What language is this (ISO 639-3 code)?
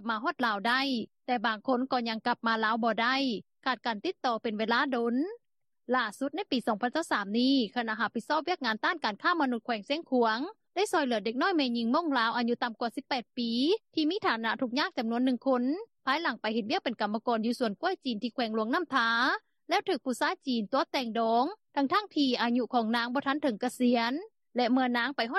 lao